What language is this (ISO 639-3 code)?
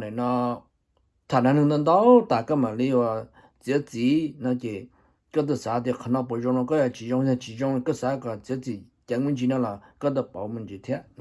hmn